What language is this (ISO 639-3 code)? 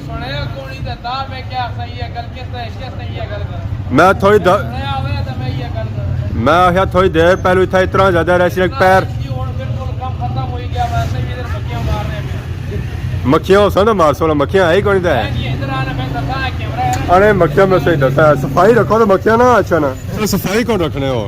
phr